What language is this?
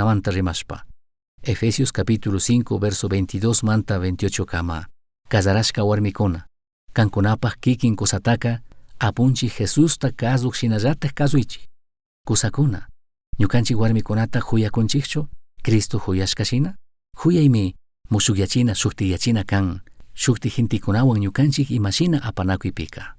Chimborazo Highland Quichua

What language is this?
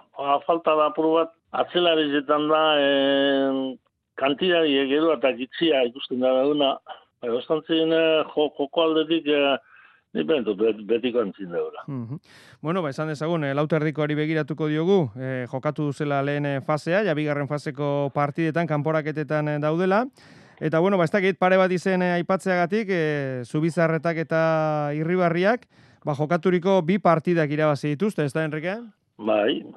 Basque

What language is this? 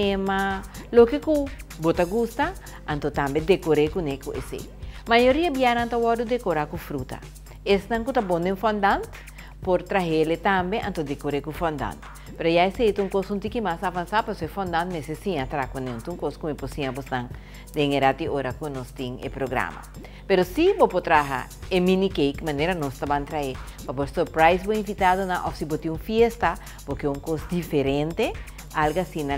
Portuguese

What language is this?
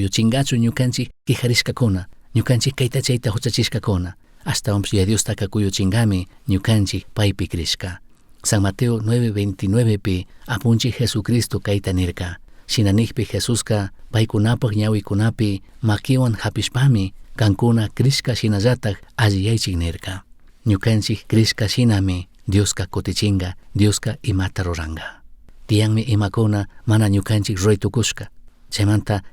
Chimborazo Highland Quichua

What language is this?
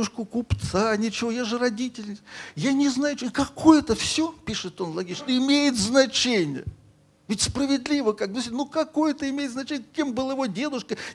Russian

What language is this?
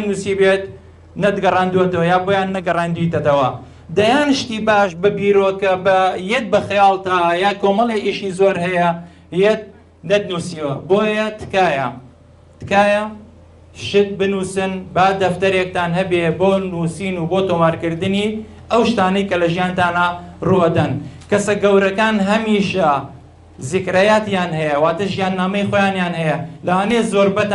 Central Kurdish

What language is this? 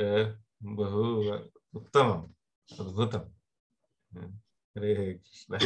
Sanskrit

